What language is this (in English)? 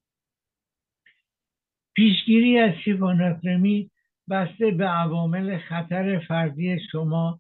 Persian